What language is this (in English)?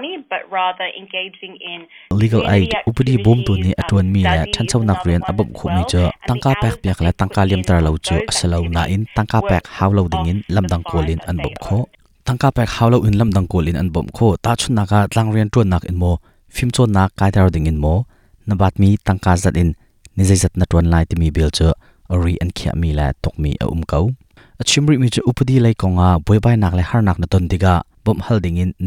Hakha Chin